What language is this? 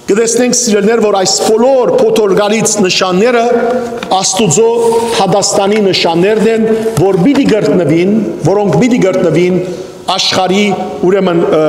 Western Armenian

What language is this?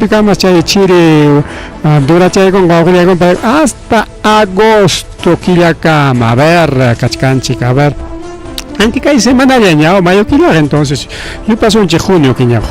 Ayacucho Quechua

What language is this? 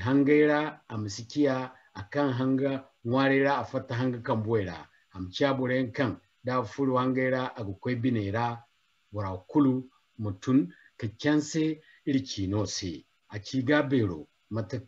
Zarma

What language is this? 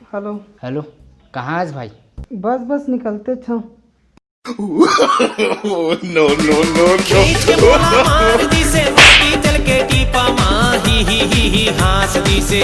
Chhattisgarhi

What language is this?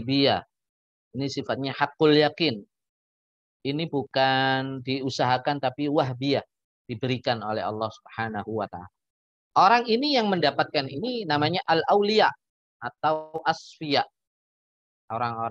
Indonesian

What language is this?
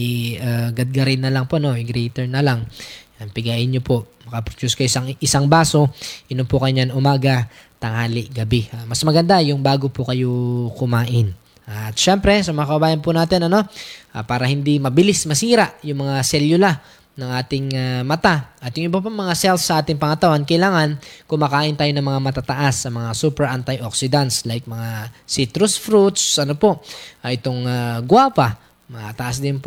Filipino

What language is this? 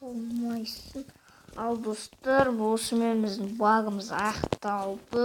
Kazakh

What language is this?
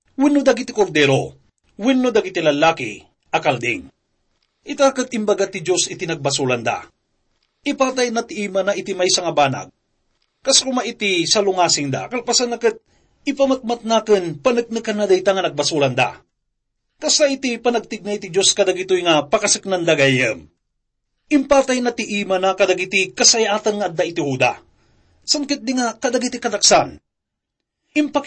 Iloko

